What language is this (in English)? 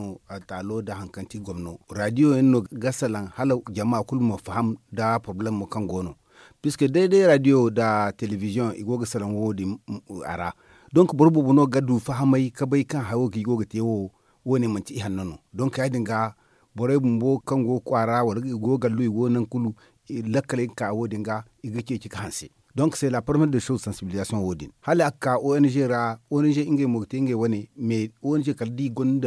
Zarma